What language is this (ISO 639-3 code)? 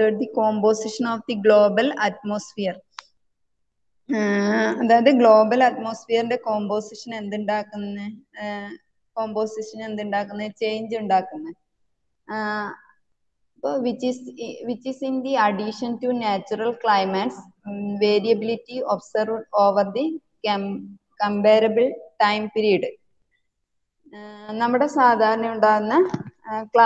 mal